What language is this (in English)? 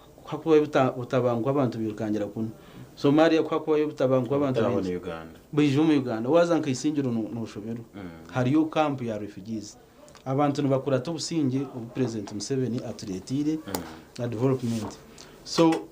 Nyankole